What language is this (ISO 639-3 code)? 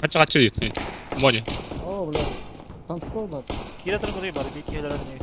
sah